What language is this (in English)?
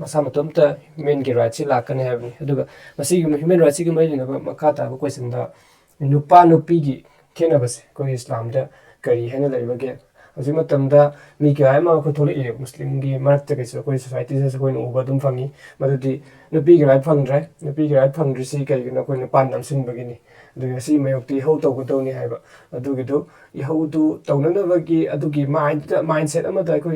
Manipuri